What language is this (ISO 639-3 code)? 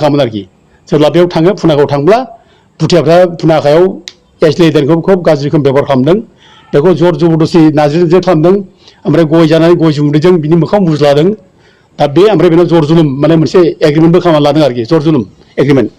brx